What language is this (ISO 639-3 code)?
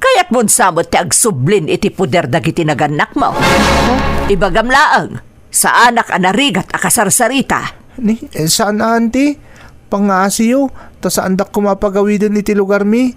ilo